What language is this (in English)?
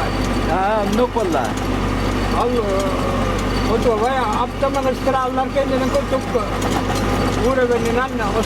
Yakut